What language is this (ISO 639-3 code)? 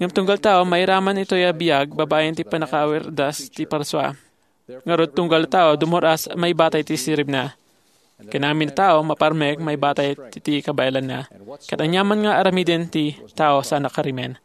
ilo